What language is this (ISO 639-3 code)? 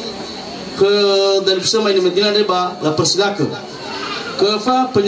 nia